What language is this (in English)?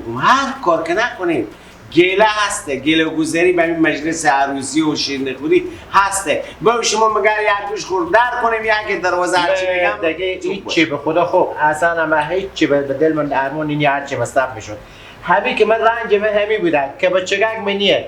Persian